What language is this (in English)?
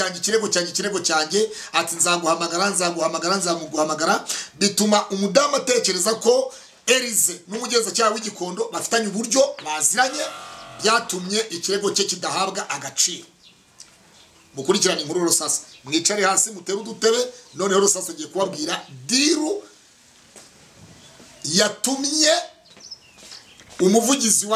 Kinyarwanda